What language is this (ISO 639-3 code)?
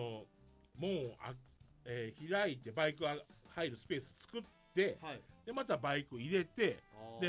jpn